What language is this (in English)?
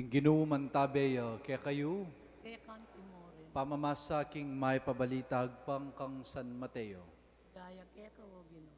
Pampanga